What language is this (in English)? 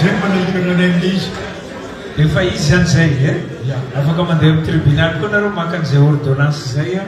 Malagasy